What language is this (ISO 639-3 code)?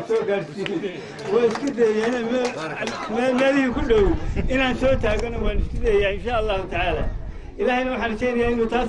som